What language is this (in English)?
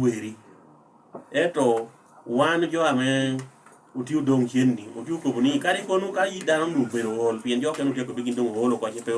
Lango (Uganda)